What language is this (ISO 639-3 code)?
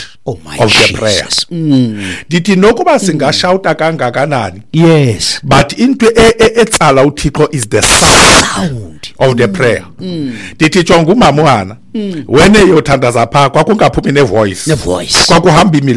xho